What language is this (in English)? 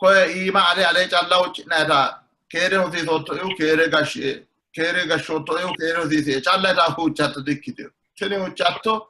Sidamo